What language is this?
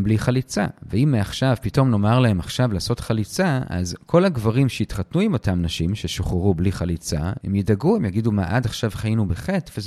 Hebrew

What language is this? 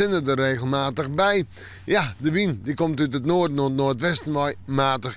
Western Frisian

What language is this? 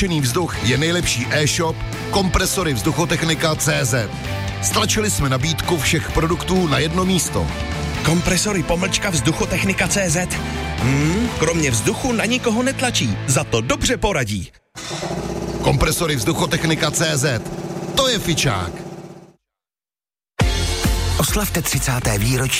Czech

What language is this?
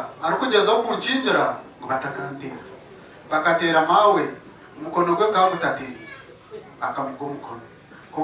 Nyankole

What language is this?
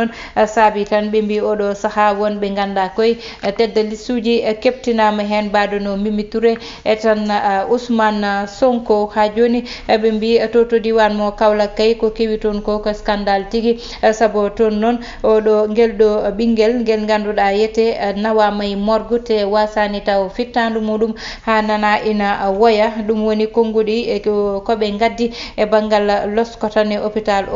Fula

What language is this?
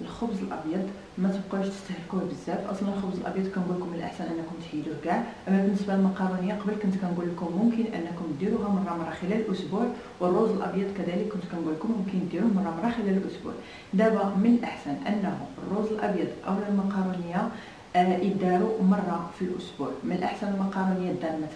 Moroccan Arabic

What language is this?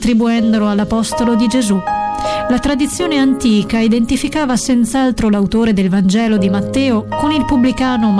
Italian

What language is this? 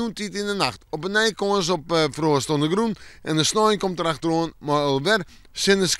Western Frisian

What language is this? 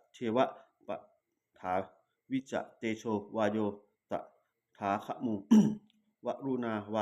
Pali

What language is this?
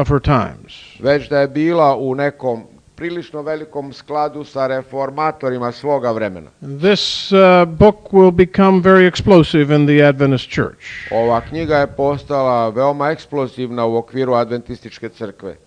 Serbian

